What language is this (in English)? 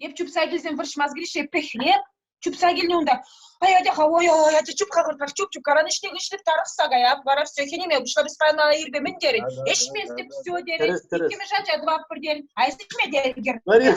Chuvash